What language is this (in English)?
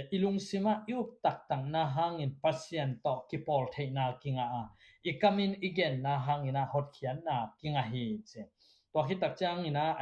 Tedim Chin